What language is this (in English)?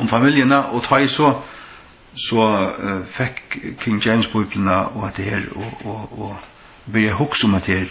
Faroese